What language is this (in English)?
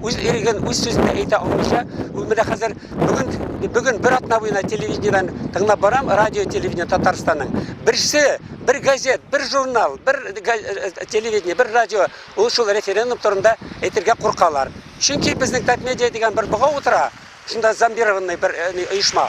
Tatar